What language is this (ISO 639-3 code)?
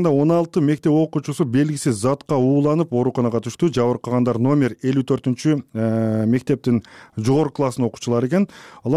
kir